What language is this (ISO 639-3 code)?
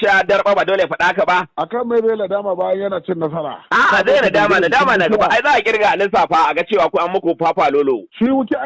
hau